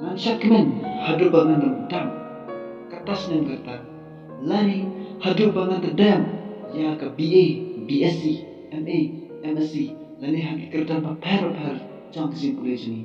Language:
Khasi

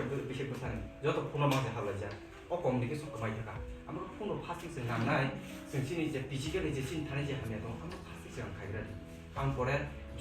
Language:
Kok Borok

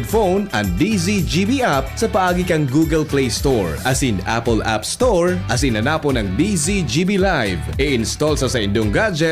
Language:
Bikol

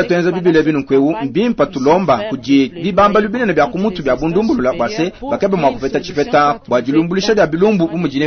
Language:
Luba-Lulua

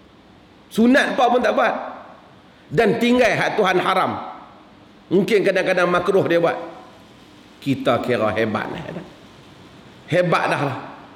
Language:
Malay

